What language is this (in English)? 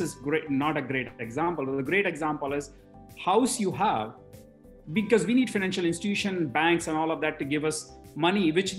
English